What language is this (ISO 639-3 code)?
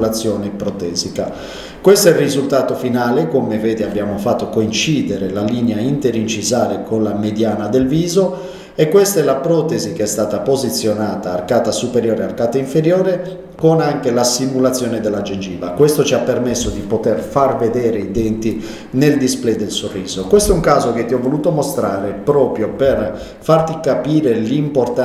ita